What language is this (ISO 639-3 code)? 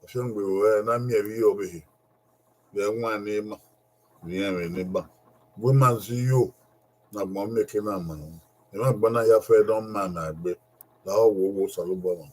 bin